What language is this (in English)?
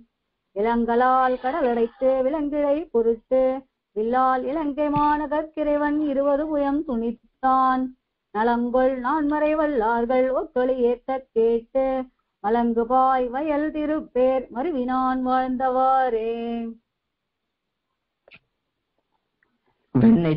Tamil